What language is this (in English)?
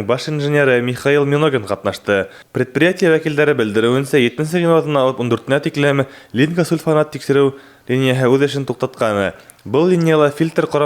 Bashkir